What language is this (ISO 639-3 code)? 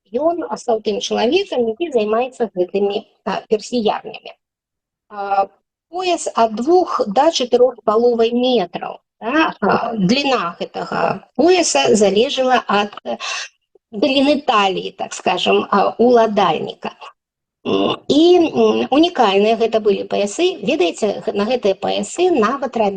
bel